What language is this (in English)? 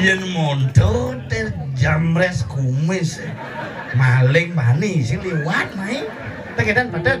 Balinese